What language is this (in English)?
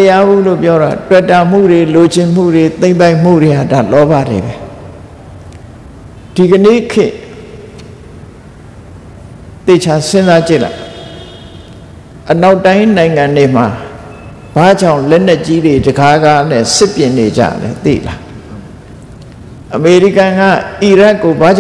Burmese